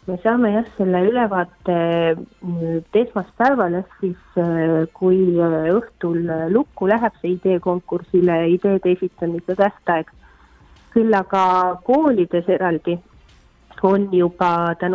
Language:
Estonian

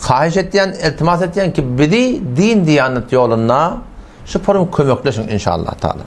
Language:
Turkmen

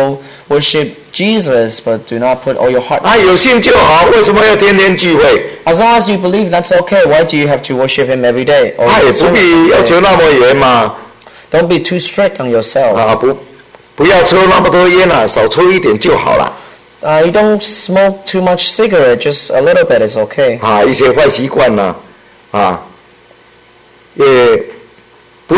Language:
Chinese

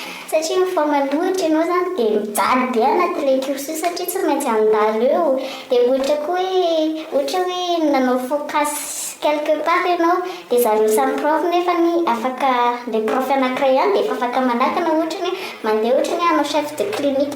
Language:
Malagasy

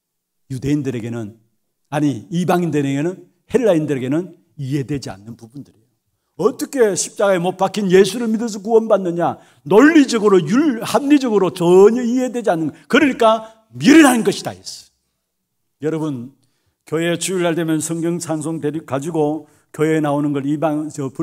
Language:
Korean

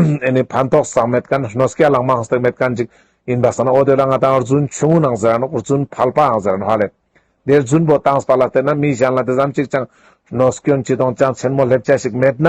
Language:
Ladakhi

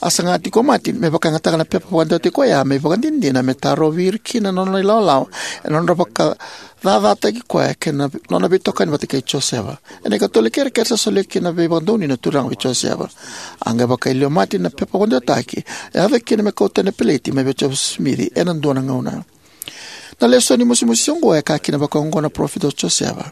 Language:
Fijian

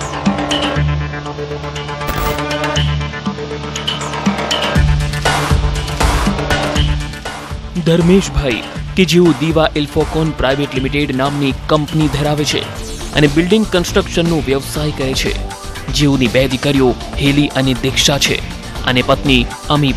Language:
Gujarati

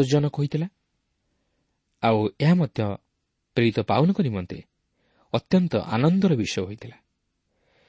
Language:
Odia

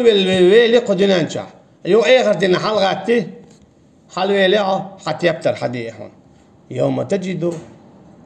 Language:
Chechen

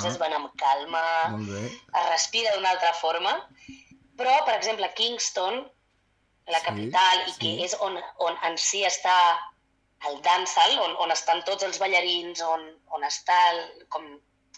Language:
Catalan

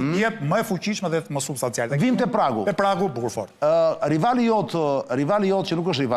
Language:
Albanian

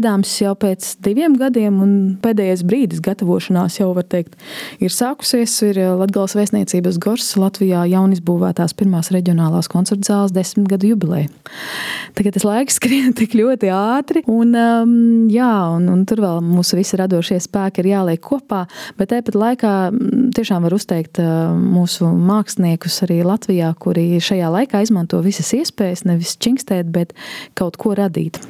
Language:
Latvian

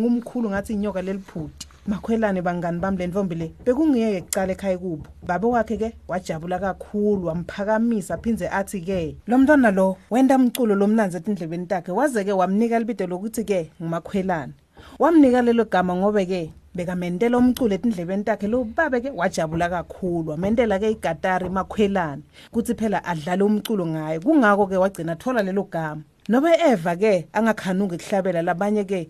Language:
Swati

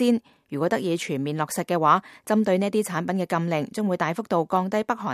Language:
Cantonese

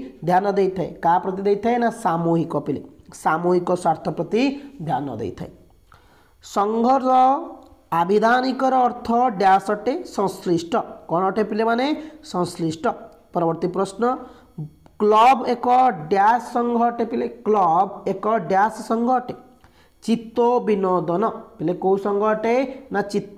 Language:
Odia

